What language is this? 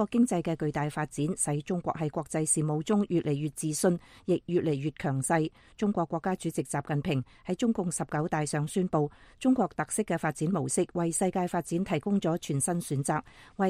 Cantonese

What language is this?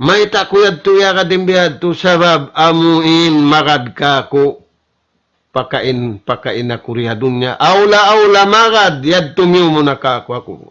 Tausug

